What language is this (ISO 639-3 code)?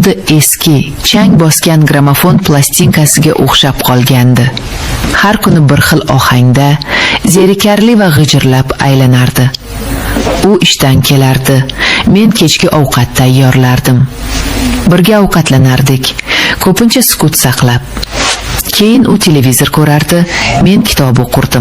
uzb